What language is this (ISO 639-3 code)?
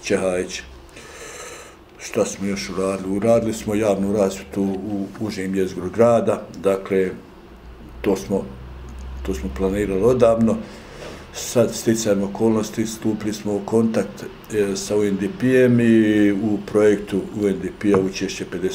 bos